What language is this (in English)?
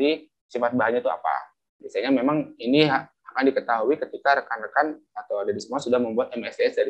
Indonesian